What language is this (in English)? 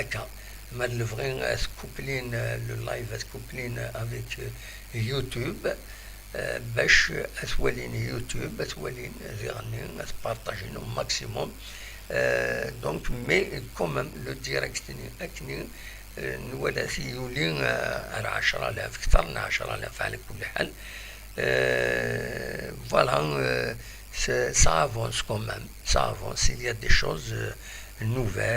Kabyle